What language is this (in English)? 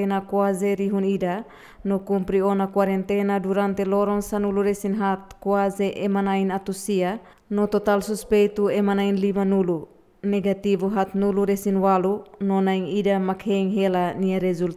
Tetum